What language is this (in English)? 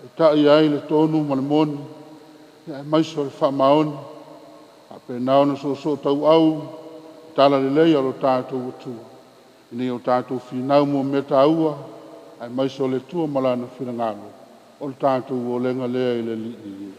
Samoan